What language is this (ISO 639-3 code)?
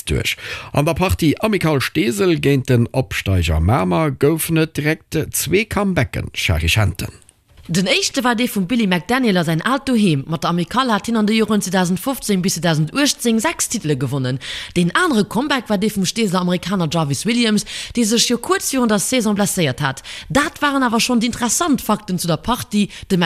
ltz